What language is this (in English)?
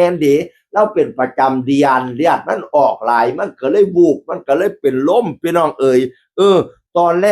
Northeastern Thai